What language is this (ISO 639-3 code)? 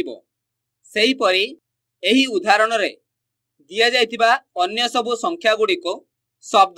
ori